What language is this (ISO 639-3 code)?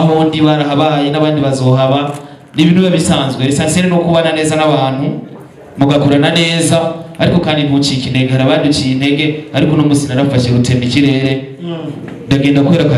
run